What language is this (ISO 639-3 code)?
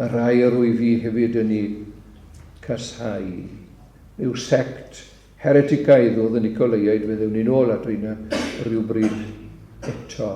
cym